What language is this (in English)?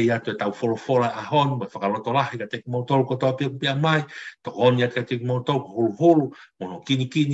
Tongan